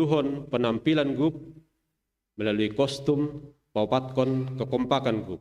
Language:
Batak Simalungun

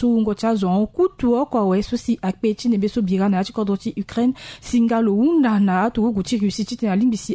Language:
Sango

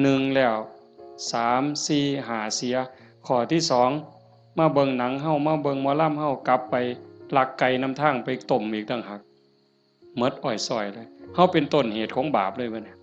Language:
Northeastern Thai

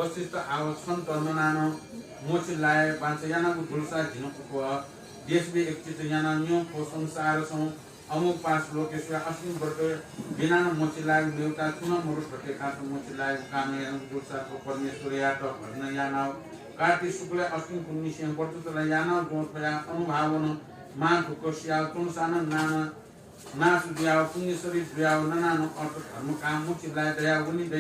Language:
Newari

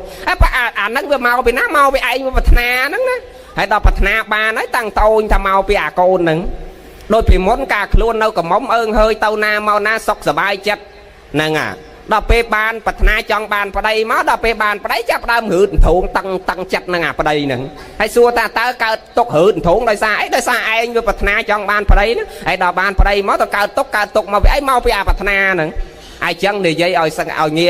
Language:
Khmer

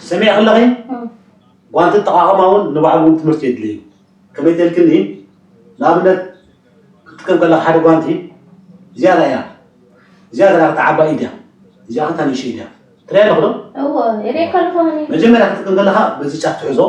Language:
Tigrinya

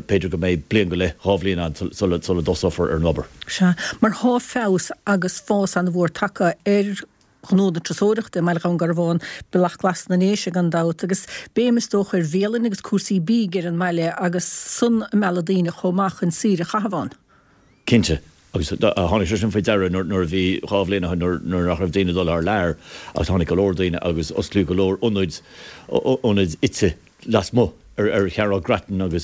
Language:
Irish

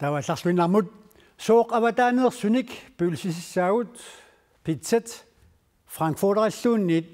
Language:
Kalaallisut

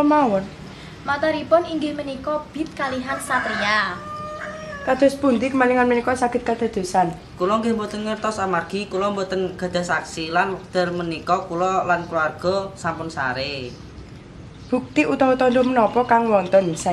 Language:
Javanese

